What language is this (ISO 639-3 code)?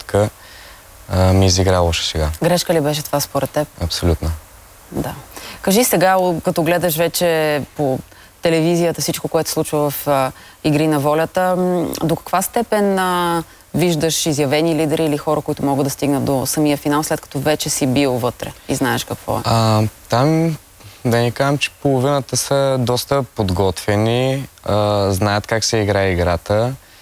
bul